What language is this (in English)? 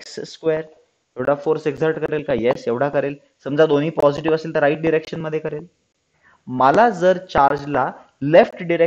Marathi